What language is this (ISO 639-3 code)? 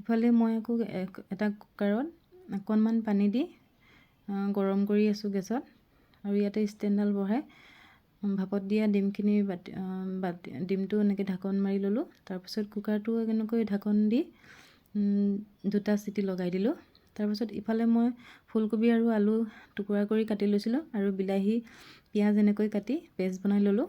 asm